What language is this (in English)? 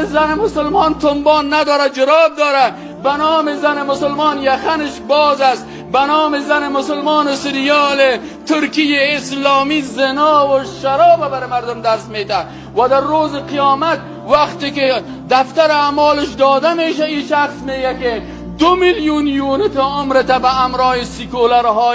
Persian